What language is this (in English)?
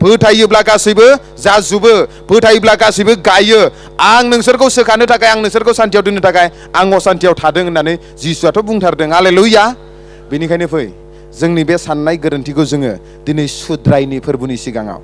Bodo